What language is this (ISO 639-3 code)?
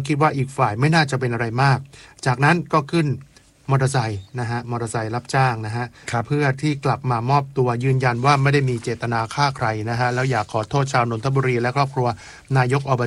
tha